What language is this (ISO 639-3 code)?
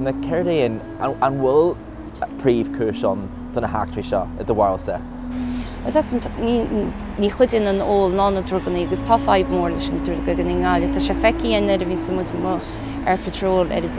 gle